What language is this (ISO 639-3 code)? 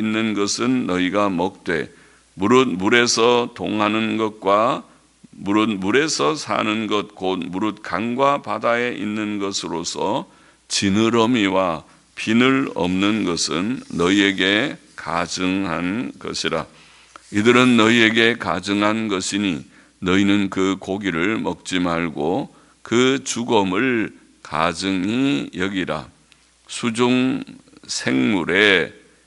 kor